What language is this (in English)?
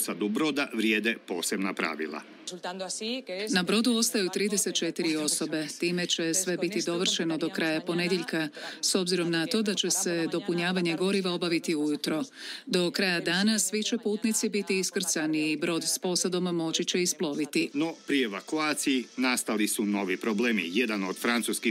Croatian